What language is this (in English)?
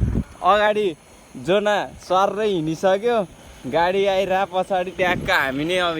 Nepali